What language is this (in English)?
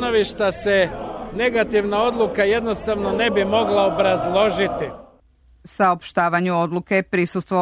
Serbian